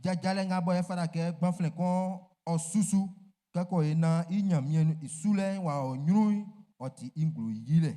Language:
Baoulé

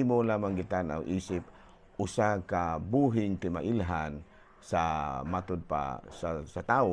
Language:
Cebuano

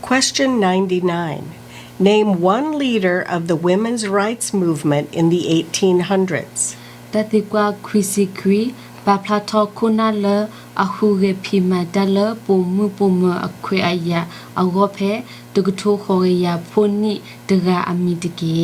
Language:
S'gaw Karen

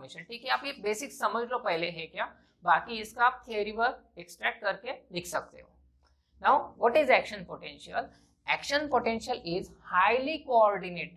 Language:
Hindi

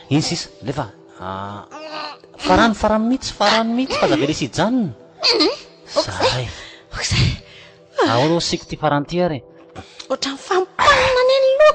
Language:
Malagasy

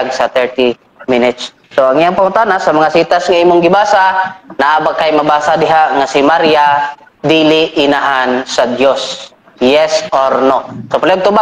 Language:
Cebuano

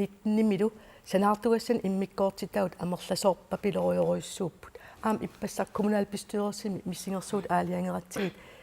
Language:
Kalaallisut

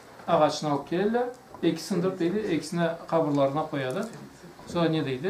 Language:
Karachay-Balkar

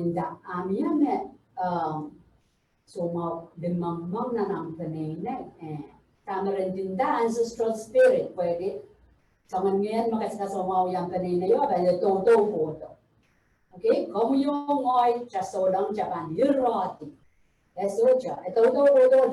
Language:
Pohnpeian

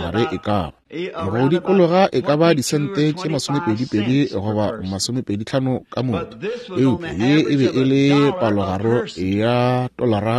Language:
Northern Sotho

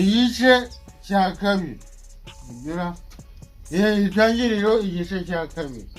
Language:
Kinyarwanda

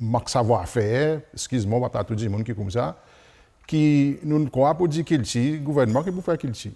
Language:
Seselwa Creole French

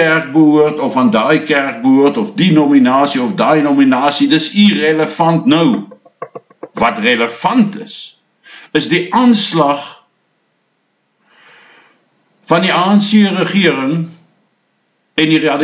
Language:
Afrikaans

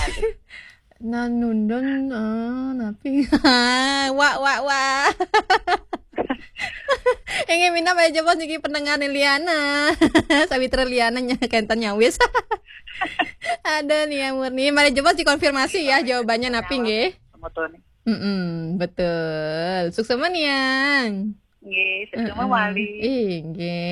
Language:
Balinese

